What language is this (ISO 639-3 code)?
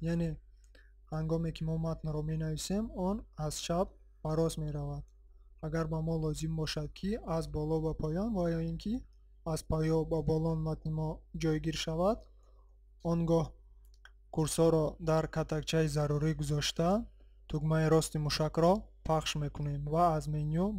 tgk